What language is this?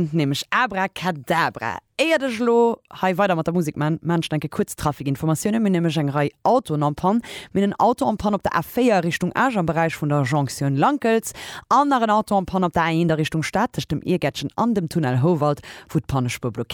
Luxembourgish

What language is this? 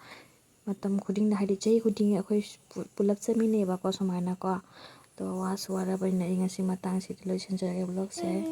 Manipuri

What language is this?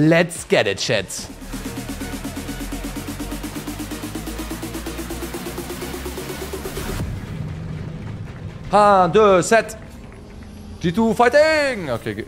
German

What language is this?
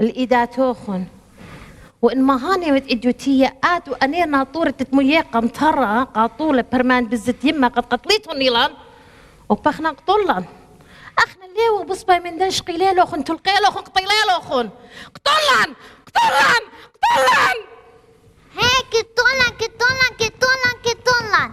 Assyrian Neo-Aramaic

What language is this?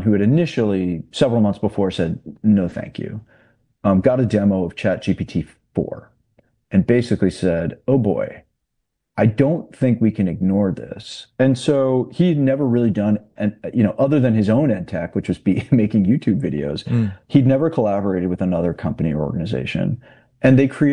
English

